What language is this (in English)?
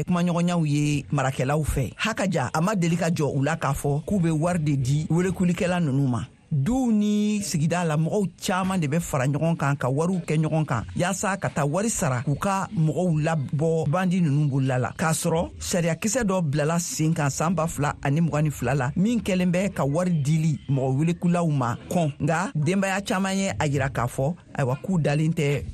Bambara